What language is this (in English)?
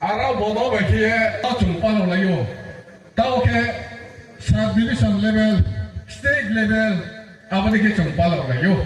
Riang (India)